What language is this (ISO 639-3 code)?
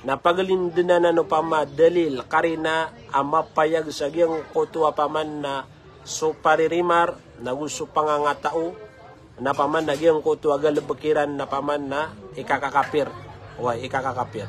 mrw